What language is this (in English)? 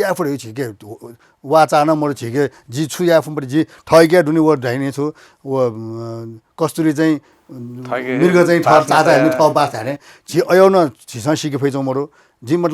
Newari